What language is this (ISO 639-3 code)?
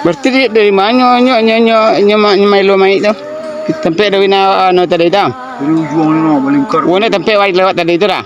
min